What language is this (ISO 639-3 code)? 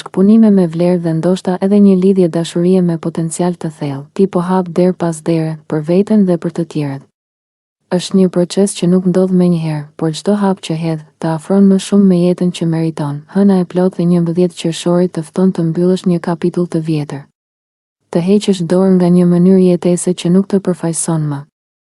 sqi